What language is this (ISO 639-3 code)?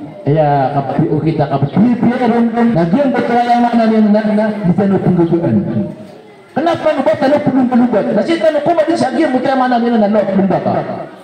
mrw